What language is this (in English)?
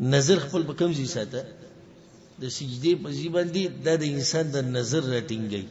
Pashto